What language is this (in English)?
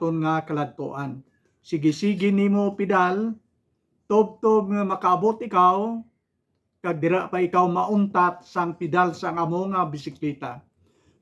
Hiligaynon